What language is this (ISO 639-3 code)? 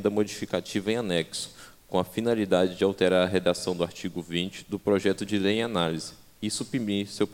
por